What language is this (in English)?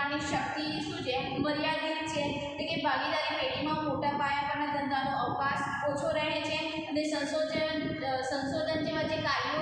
Gujarati